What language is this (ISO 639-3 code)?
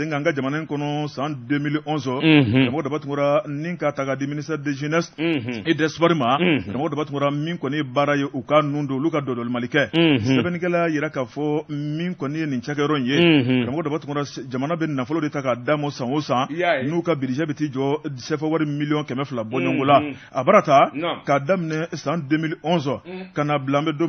bam